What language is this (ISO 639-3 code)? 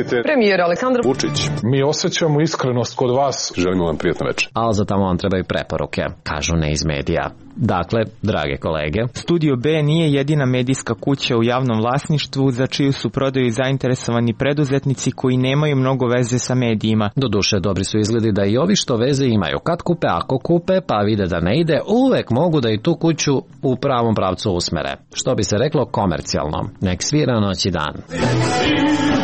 srp